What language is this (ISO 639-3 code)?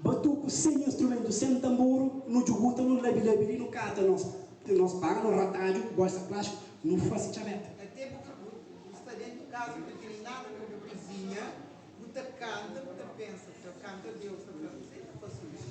kea